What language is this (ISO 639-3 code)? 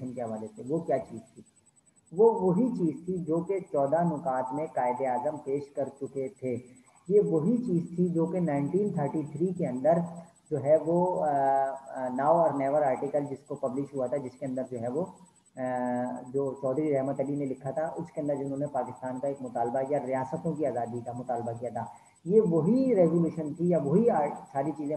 urd